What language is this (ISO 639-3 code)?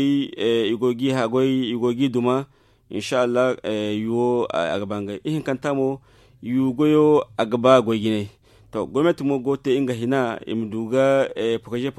dje